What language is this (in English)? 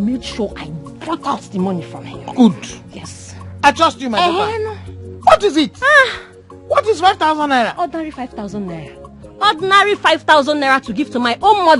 Nigerian Pidgin